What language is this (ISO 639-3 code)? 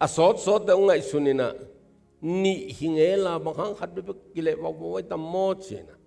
ctd